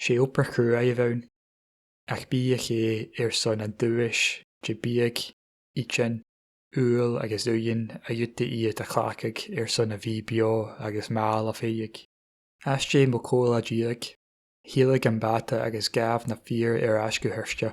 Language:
Scottish Gaelic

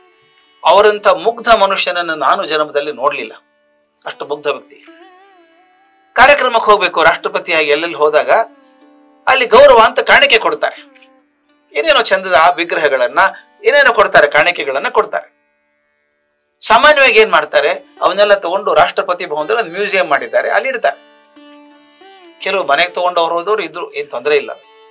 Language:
Kannada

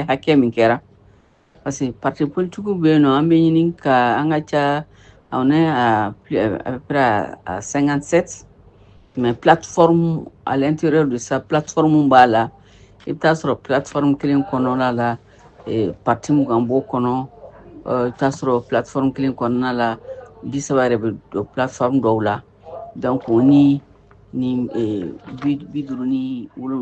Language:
Bambara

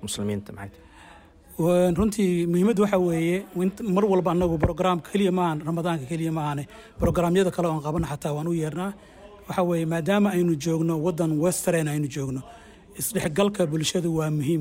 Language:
Somali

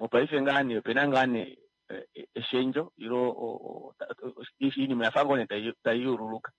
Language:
Kuanyama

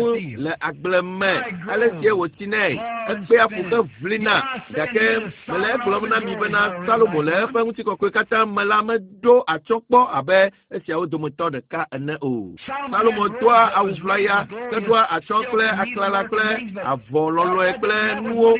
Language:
Ewe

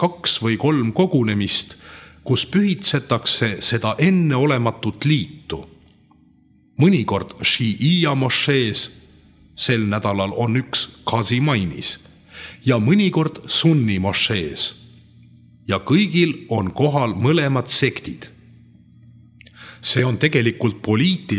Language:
Estonian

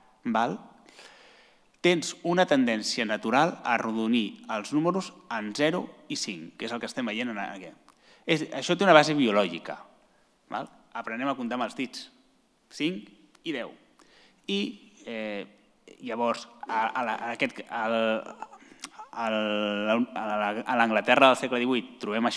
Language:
Catalan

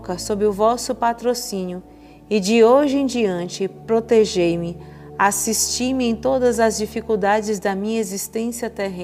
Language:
Portuguese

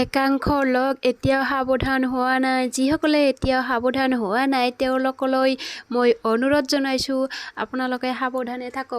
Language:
Assamese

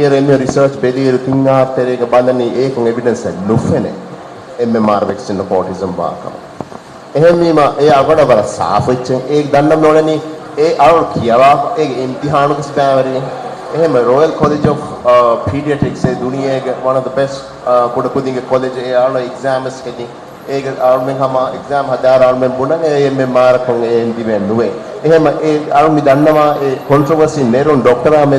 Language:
Divehi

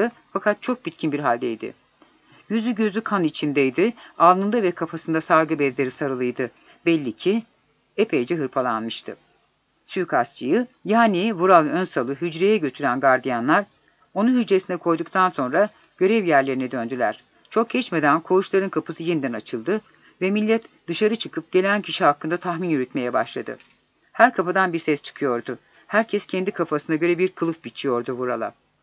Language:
Turkish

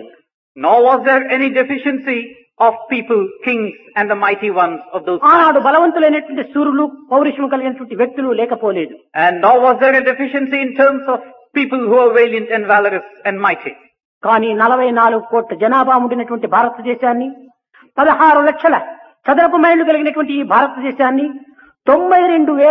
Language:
Telugu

